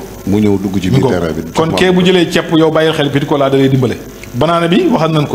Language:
Wolof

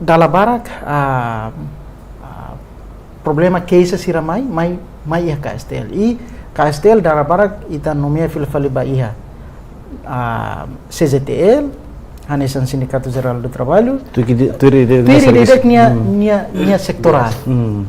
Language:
Tetum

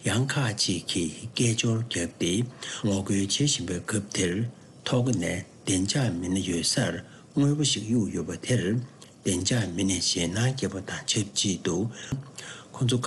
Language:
Tibetan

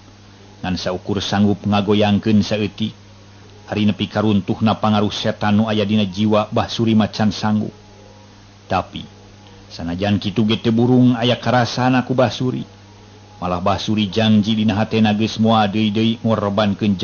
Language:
Sundanese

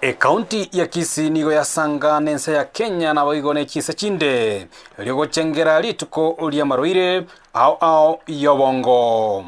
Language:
Gusii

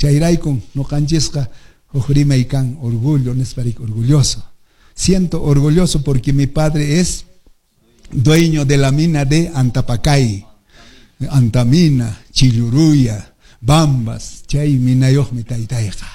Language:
Quechua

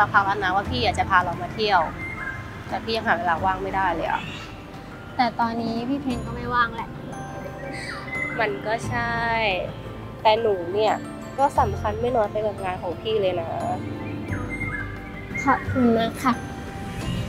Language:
Thai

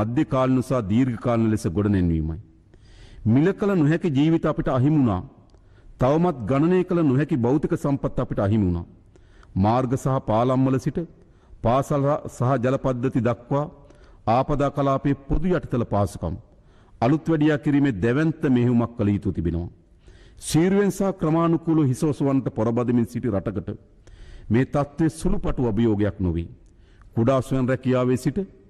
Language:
Sinhala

